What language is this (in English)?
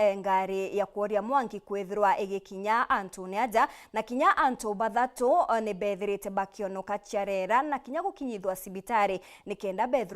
Meru